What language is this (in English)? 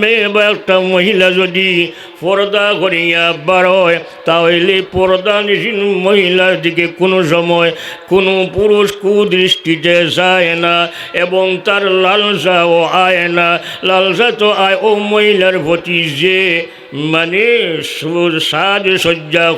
Sylheti